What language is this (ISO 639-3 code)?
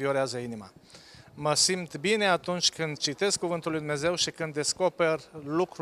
ron